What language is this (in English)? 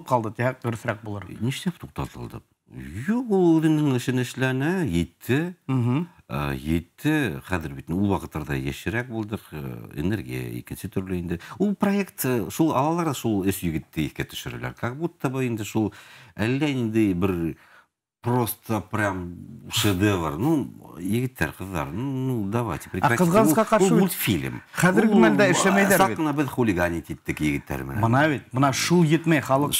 Bashkir